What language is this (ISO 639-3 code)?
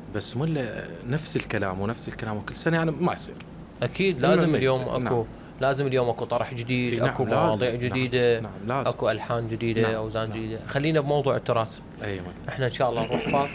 acm